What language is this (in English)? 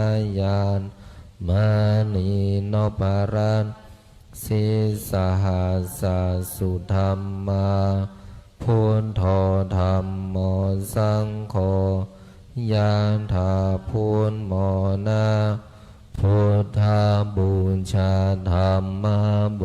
Pali